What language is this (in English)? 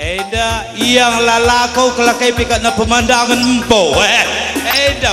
Batak Karo